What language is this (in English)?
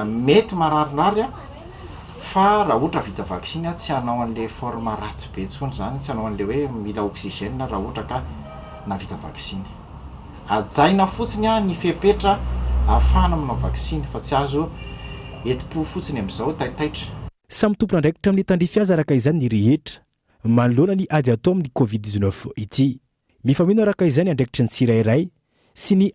Malagasy